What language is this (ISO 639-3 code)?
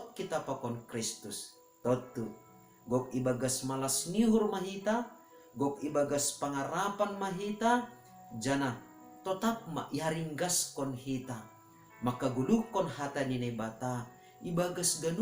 bts